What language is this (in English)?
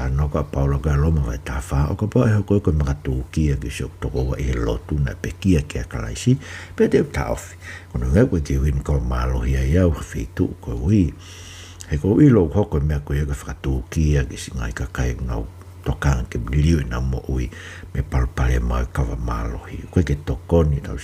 Tongan